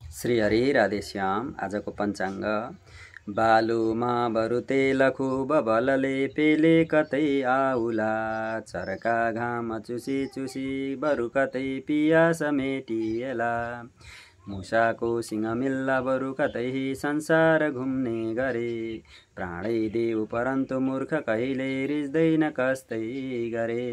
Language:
Nepali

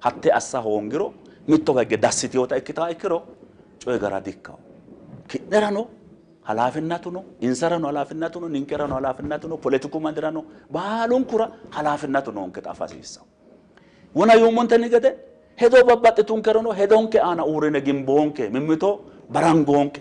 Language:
Sidamo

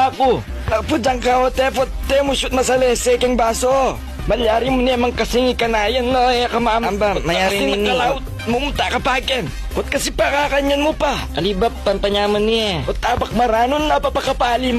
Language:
Pampanga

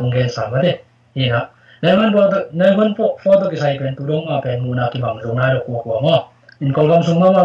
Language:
Tedim Chin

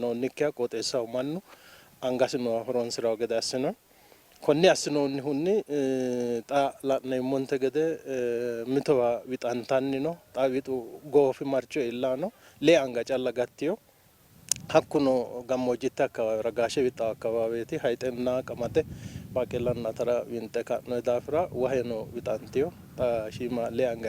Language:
Sidamo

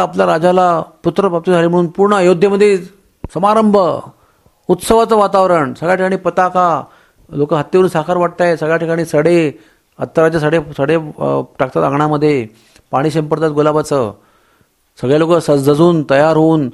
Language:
Marathi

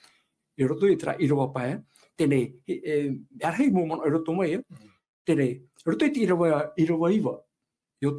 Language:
Tahitian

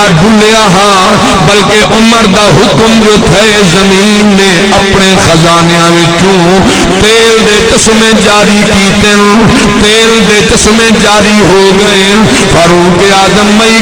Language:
Saraiki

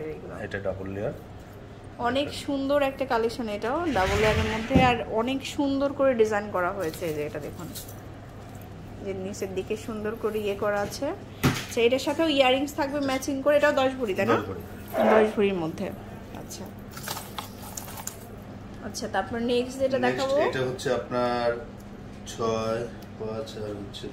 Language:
Bangla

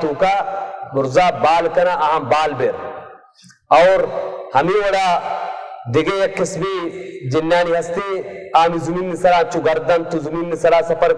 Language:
Baluchi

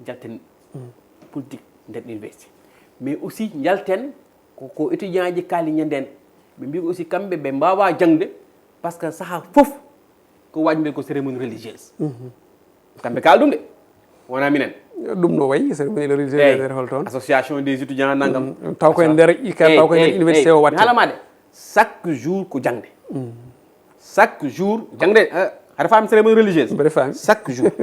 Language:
Fula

